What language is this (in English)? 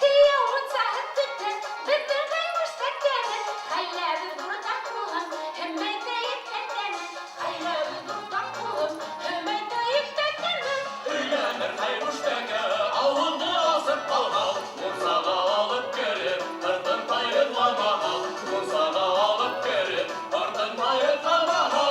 Bashkir